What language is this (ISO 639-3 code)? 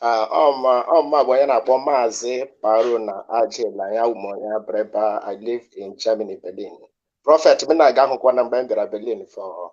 ibo